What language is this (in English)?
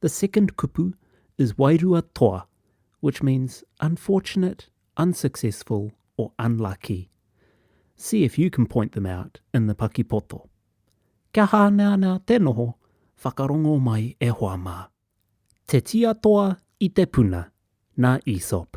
Māori